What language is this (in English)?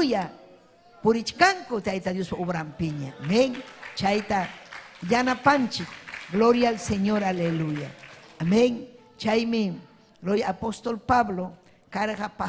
Ayacucho Quechua